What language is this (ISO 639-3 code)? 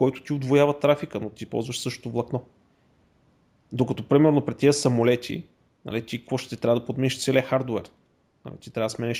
bul